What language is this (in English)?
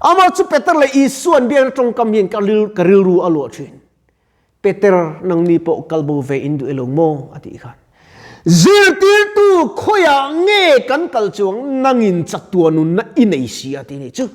Mizo